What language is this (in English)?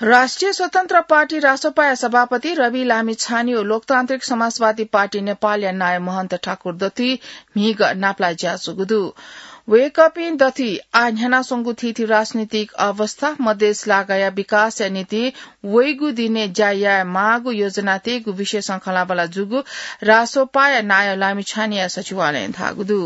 Newari